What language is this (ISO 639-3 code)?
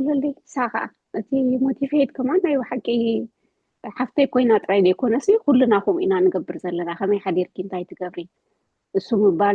tir